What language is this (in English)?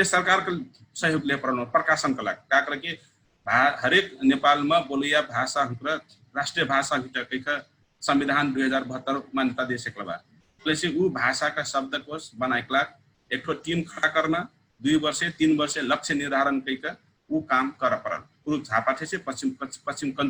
Dangaura Tharu